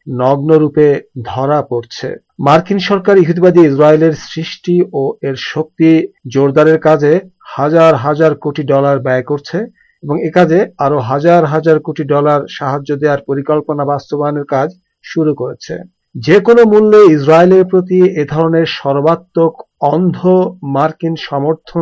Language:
Bangla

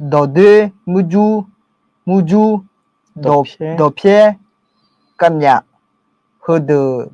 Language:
Akha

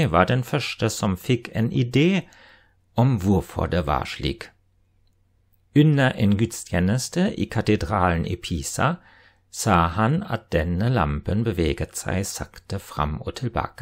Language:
Norwegian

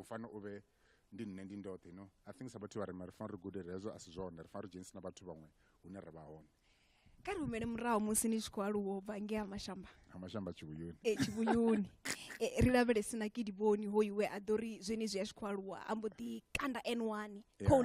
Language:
Venda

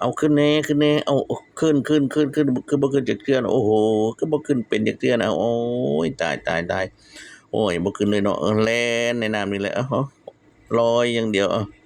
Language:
Lao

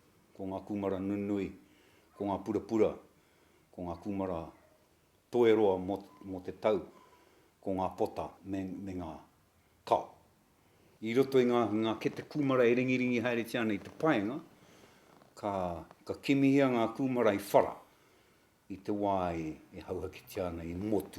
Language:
Māori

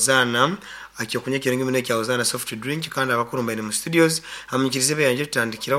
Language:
Nyankole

